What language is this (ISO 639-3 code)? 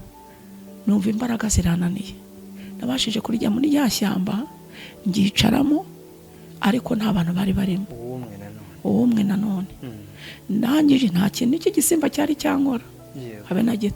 kin